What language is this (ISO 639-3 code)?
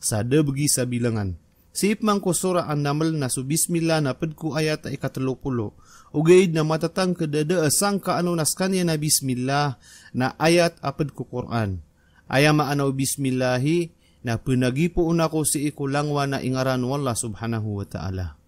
mrw